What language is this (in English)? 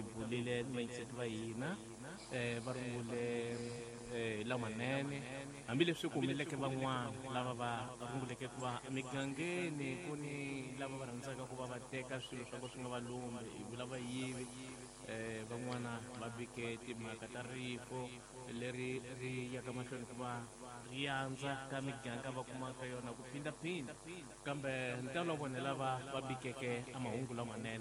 Tsonga